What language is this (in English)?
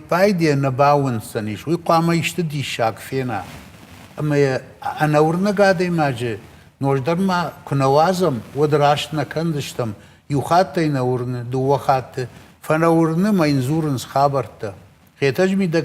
Ossetic